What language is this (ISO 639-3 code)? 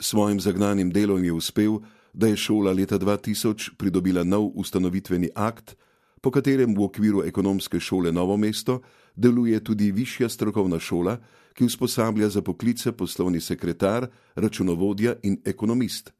slv